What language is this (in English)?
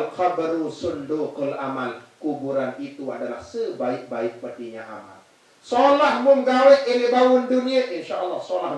Sasak